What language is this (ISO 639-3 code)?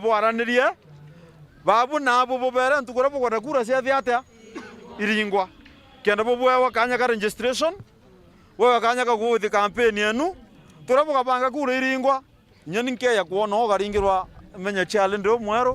mer